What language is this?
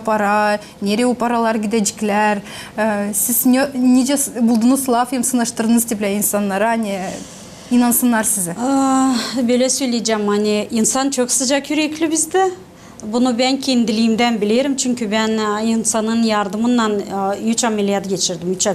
Gagauz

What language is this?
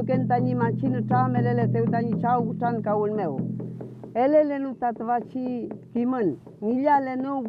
Mapuche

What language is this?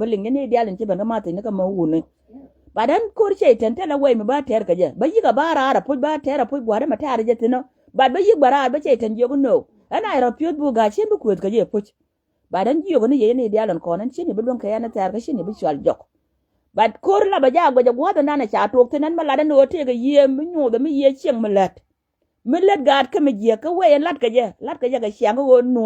Nuer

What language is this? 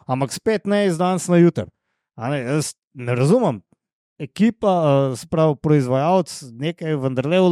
Slovenian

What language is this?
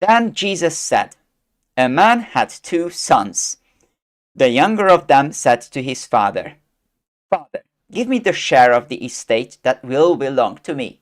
English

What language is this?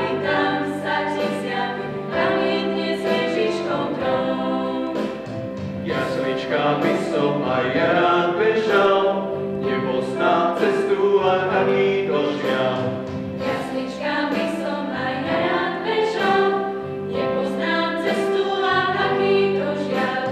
Slovak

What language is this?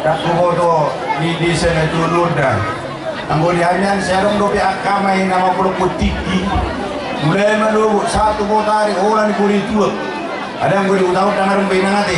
Batak Toba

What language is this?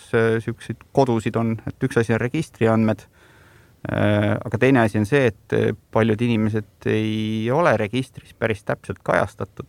Estonian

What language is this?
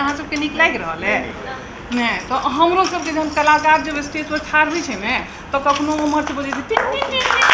Maithili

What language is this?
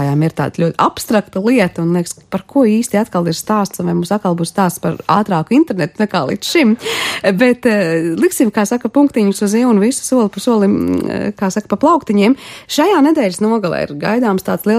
Latvian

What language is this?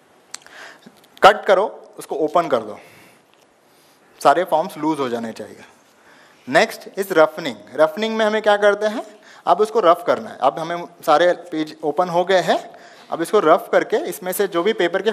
Hindi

